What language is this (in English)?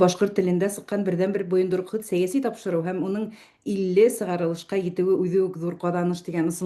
Bashkir